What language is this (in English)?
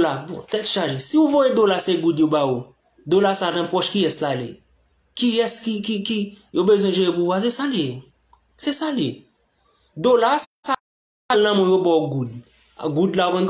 Haitian Creole